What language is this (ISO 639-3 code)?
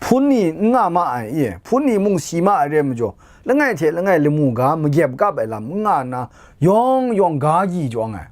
kac